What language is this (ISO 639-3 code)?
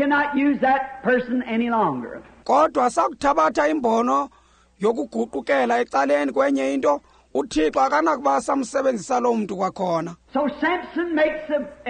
xho